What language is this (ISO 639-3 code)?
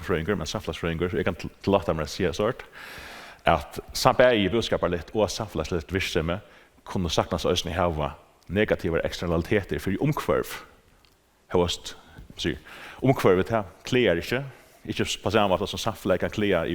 fao